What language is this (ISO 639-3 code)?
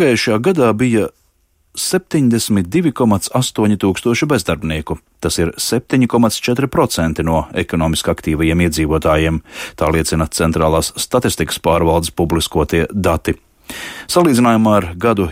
lav